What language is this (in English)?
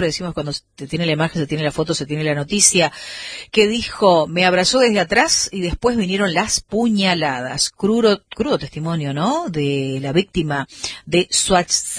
Spanish